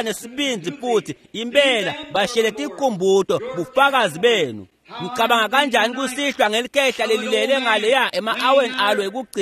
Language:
Swati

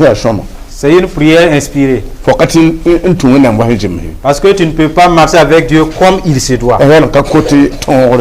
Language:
Mossi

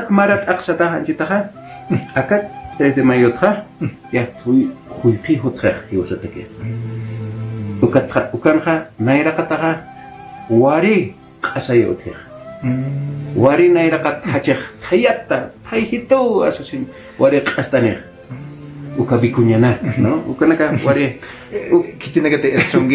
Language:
Aymara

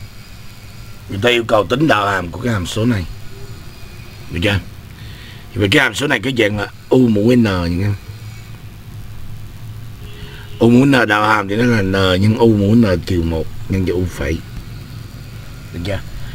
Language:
Vietnamese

